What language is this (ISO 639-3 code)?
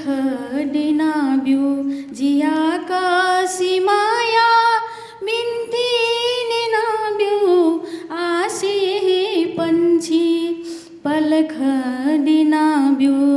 new